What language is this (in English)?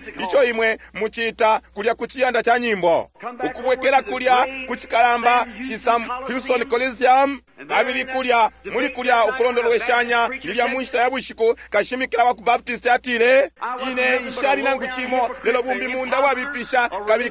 Bemba